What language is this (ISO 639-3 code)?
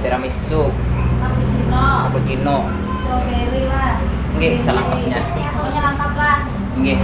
bjn